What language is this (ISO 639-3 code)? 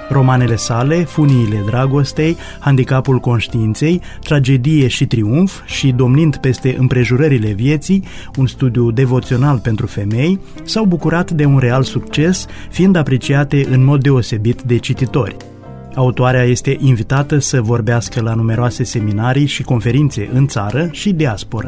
ron